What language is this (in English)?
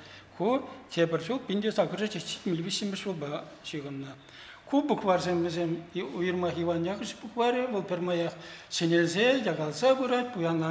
Chuvash